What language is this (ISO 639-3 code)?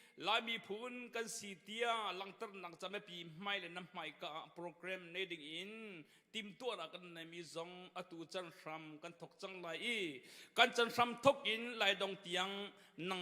cnh